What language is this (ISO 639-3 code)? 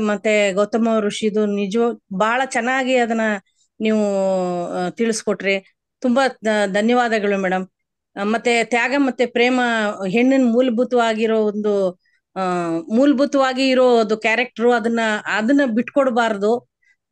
kan